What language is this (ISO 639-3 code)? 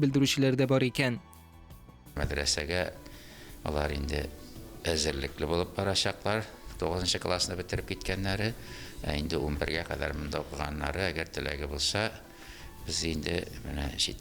tat